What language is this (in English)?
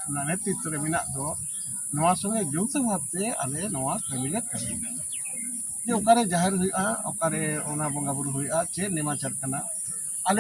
Santali